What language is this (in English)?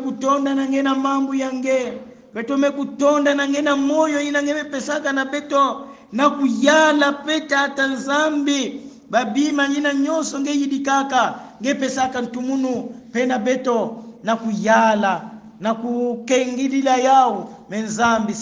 Kongo